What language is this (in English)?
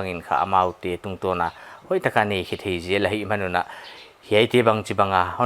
Paite Chin